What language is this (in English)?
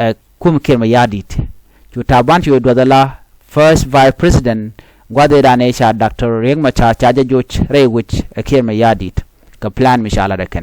Nuer